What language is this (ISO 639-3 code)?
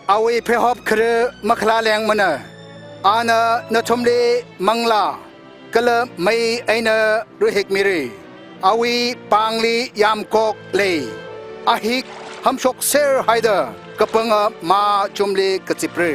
nmf